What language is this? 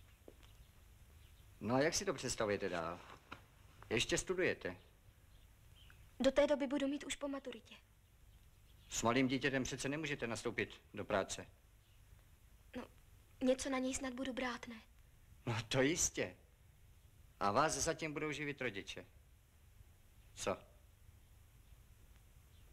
Czech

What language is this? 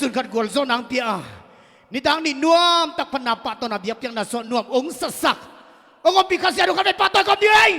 Tedim Chin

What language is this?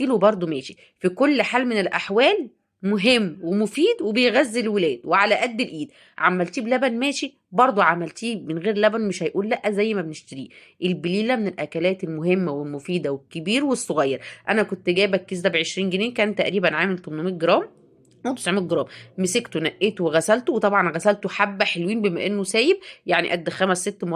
Egyptian Arabic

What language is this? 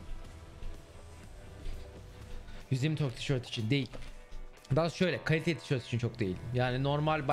Turkish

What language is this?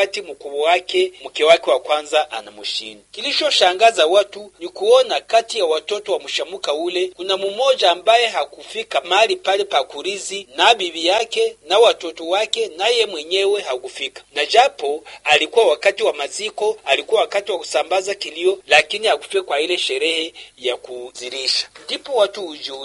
Swahili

